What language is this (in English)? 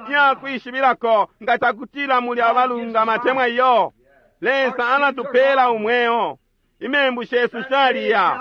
Bemba